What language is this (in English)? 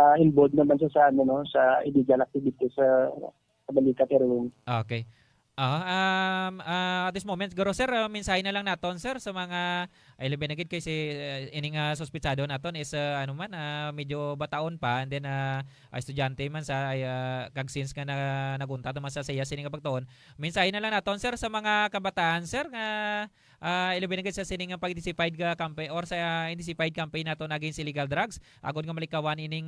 Hiligaynon